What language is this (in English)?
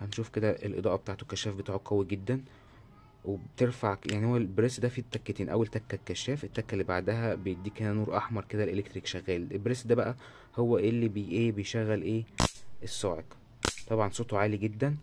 Egyptian Arabic